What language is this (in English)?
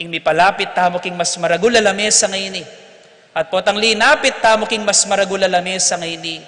Pampanga